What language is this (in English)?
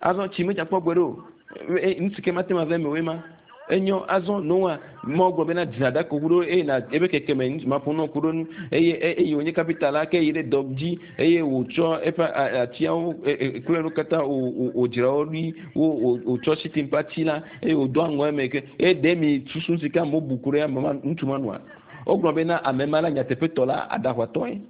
Ewe